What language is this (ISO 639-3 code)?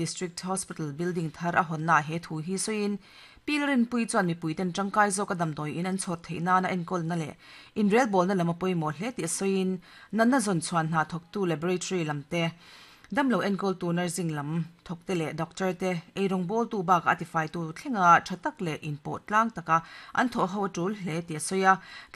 lus